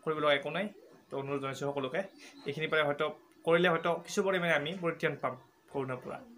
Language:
Assamese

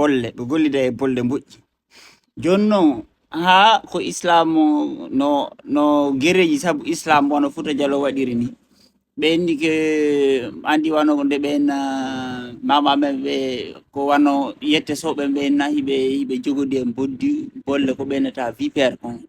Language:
Fula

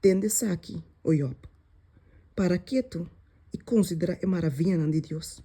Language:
Papiamento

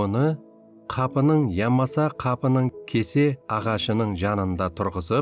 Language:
Kara-Kalpak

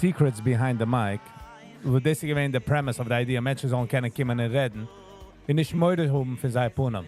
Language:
Yiddish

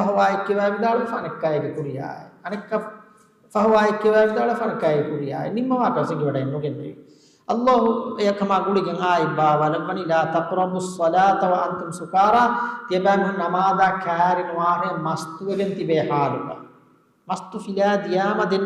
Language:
Divehi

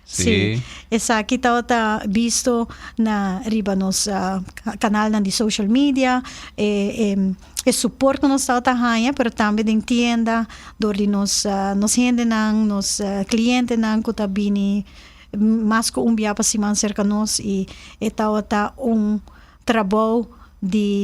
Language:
Papiamento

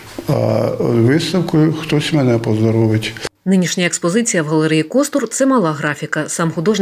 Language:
Ukrainian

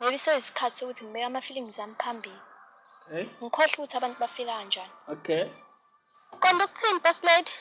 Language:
Zulu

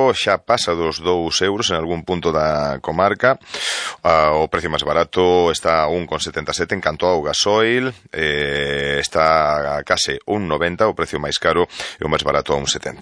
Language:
Galician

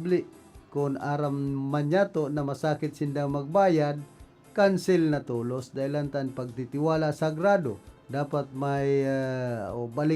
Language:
Bikol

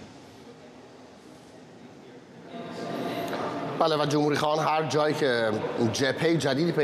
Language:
Persian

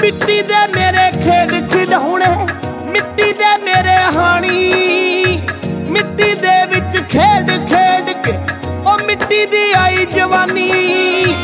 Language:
Punjabi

